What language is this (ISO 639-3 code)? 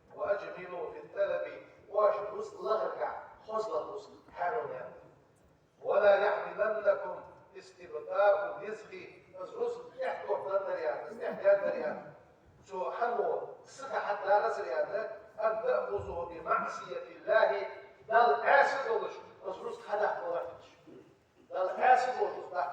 inh